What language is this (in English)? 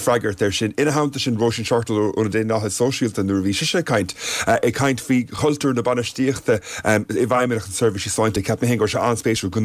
Irish